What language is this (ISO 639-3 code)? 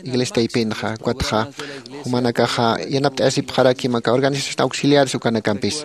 aym